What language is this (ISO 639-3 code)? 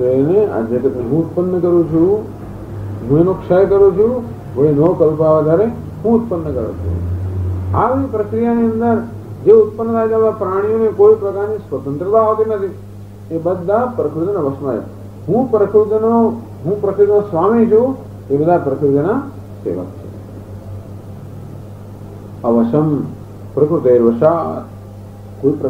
guj